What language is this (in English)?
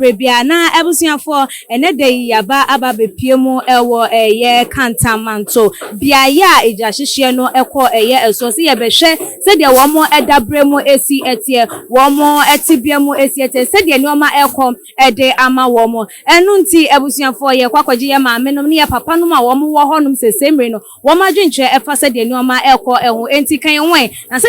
Akan